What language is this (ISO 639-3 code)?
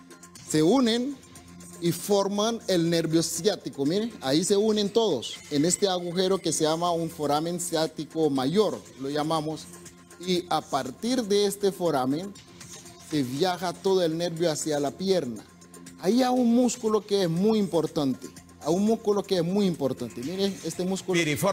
spa